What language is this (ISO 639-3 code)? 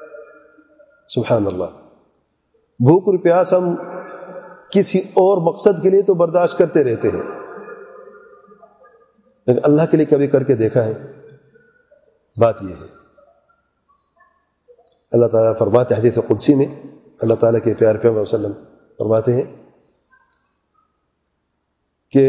urd